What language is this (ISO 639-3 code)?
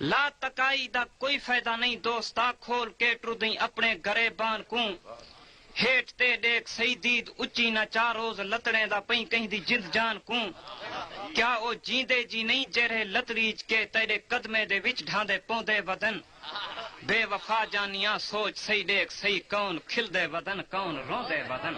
skr